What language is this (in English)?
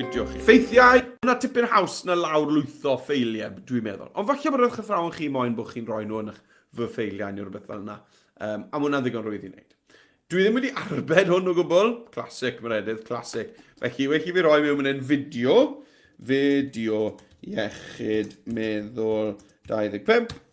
Welsh